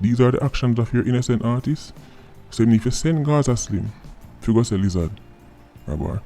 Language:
Jamaican Creole English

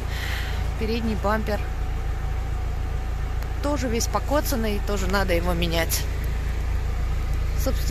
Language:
Russian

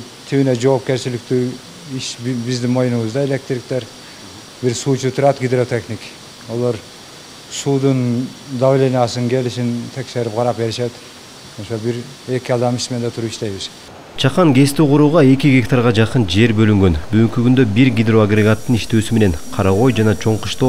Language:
Kyrgyz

